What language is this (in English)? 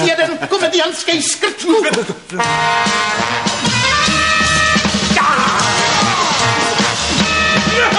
Czech